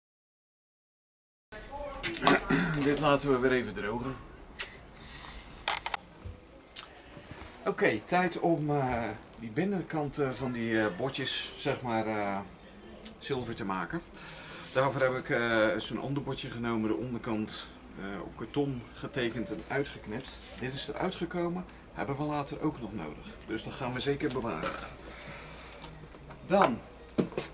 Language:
Dutch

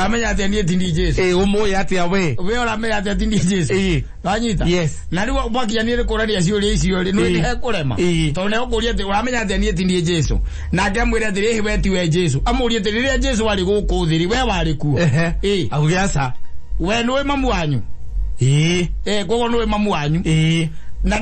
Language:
Kikuyu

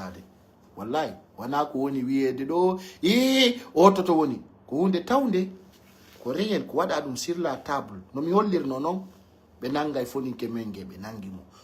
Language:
Pular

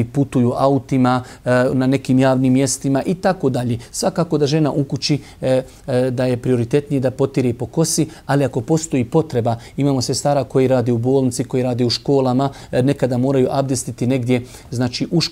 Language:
Bosnian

